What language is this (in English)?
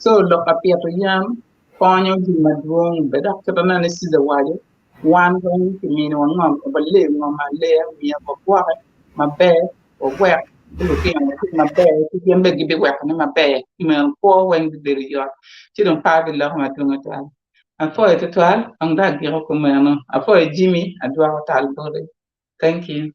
Acoli